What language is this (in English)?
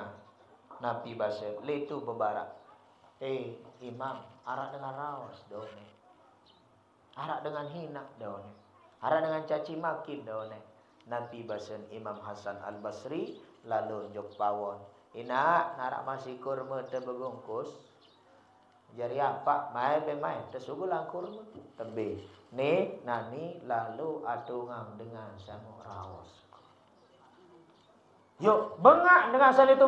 Sasak